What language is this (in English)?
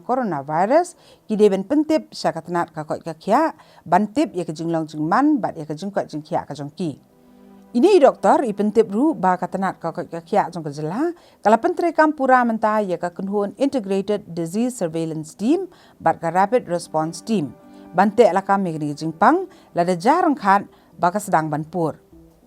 Khasi